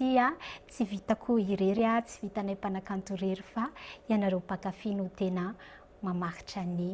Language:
Malagasy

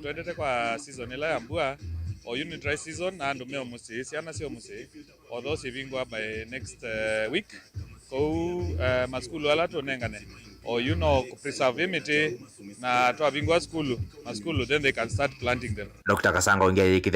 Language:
Kamba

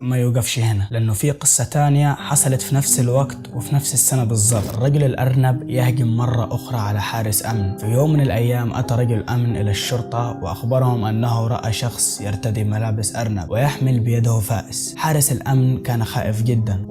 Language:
Egyptian Arabic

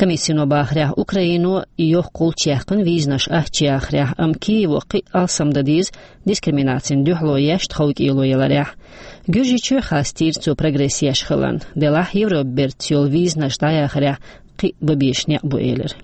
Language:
Chechen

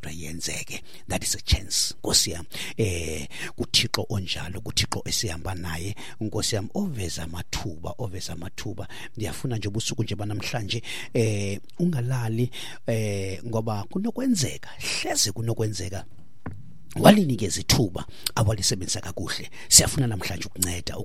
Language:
Xhosa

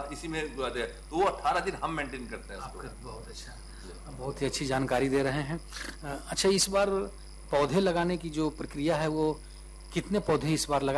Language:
Hindi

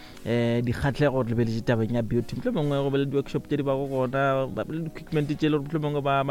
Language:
Northern Sotho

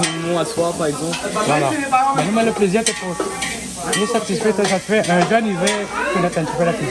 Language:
Réunion Creole French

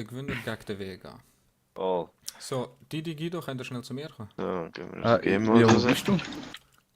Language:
Swiss German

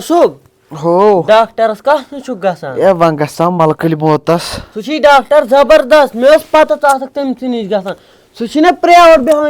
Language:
Kashmiri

